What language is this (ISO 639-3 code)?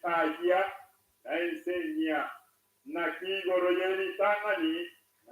guz